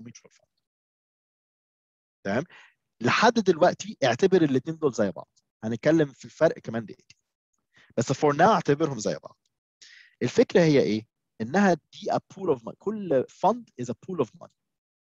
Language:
Egyptian Arabic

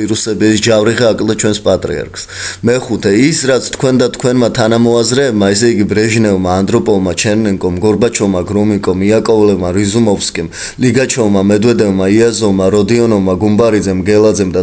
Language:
Georgian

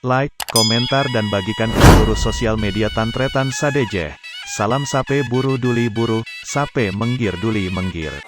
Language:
Madurese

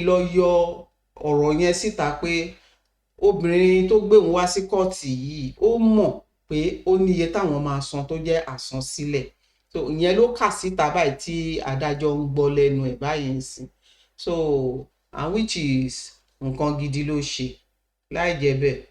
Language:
Yoruba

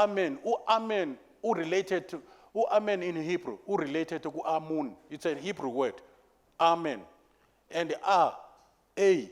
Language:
Zulu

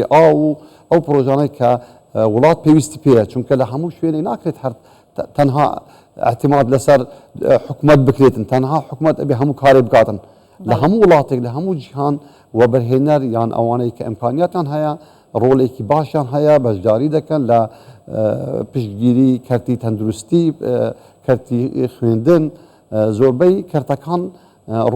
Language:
Central Kurdish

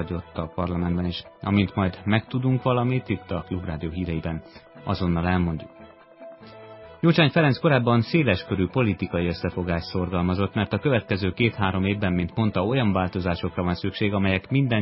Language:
Hungarian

